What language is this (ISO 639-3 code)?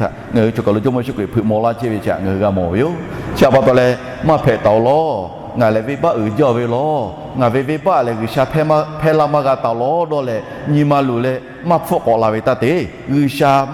lhu